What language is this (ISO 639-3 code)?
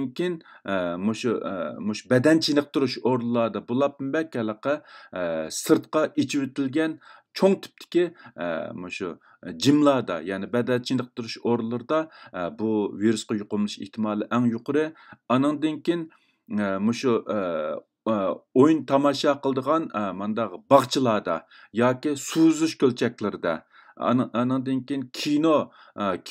uig